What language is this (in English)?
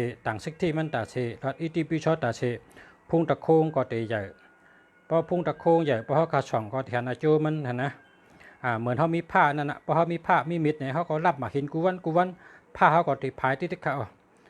Shan